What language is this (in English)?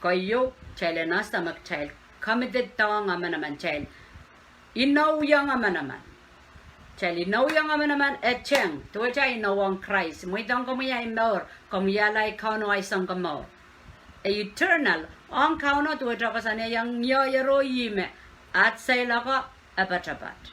Pohnpeian